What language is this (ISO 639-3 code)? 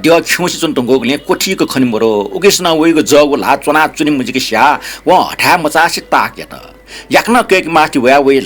new